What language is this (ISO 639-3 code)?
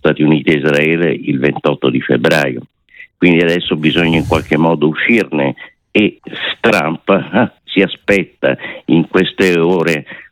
ita